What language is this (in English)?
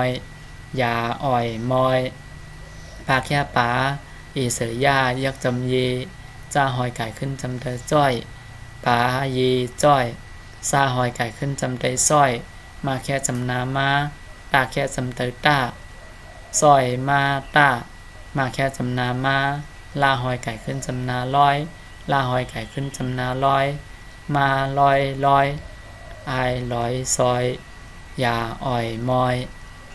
Shan